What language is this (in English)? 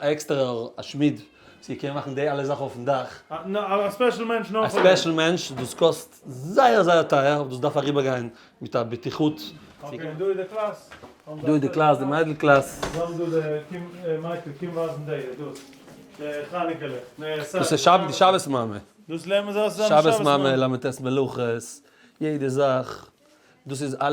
Yiddish